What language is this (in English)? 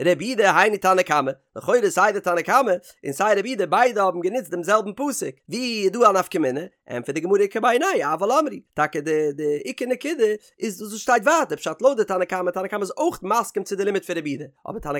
Yiddish